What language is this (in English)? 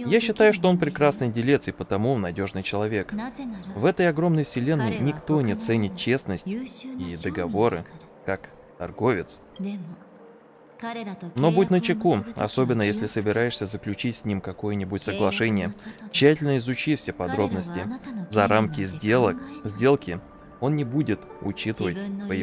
Russian